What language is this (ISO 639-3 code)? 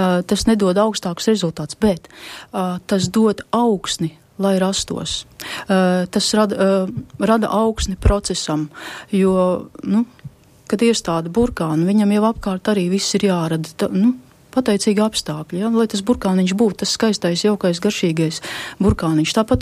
lav